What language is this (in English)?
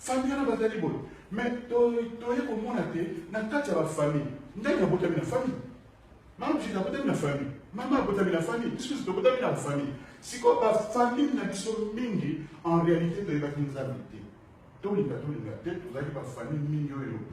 Lingala